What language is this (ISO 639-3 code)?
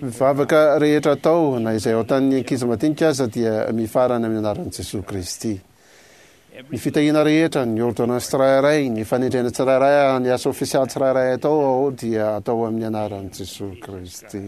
mlg